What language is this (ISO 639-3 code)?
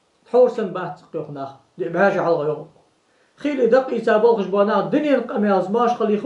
inh